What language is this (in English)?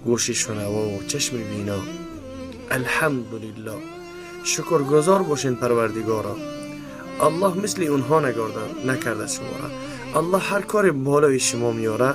Tajik